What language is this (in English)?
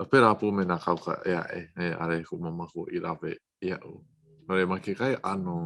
Hawaiian